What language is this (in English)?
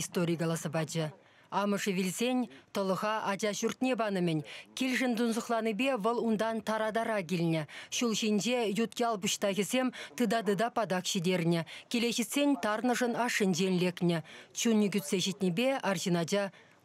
Chuvash